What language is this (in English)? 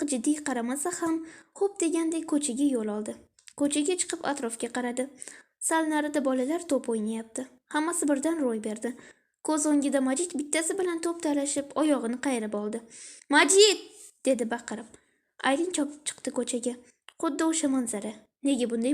Uzbek